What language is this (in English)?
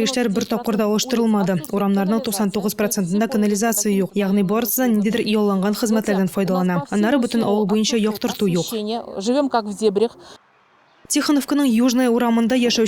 Tatar